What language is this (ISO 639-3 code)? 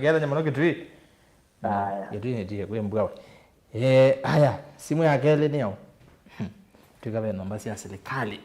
kam